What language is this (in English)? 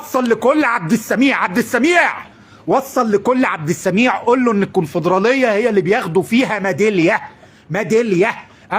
Egyptian Arabic